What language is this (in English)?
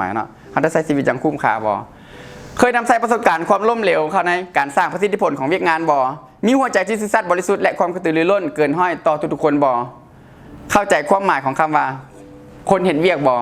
Lao